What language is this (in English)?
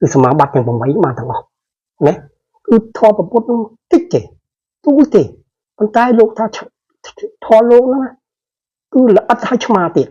Khmer